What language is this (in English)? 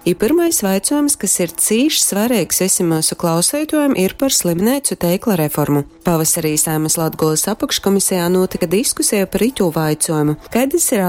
Latgalian